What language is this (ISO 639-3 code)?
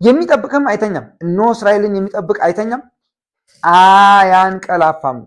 amh